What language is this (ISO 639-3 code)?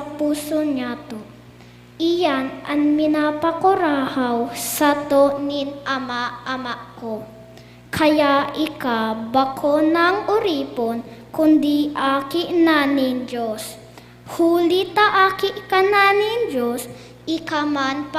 bik